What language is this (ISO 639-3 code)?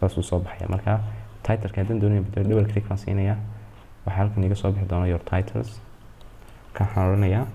som